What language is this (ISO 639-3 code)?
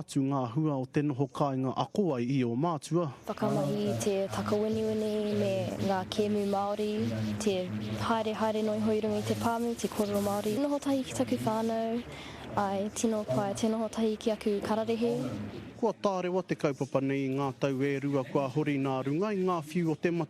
mri